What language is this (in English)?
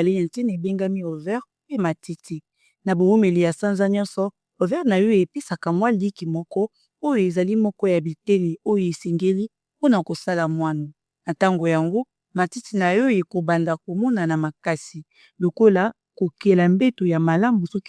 Lingala